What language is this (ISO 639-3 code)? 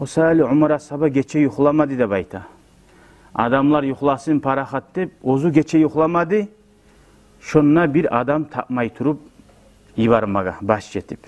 kum